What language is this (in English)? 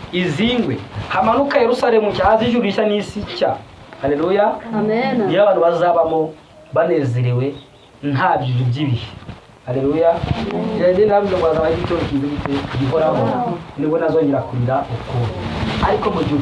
Kinyarwanda